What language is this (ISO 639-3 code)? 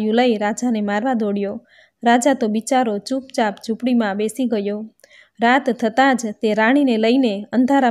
guj